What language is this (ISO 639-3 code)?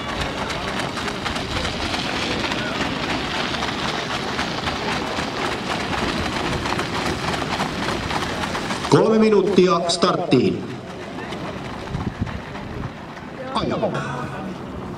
fin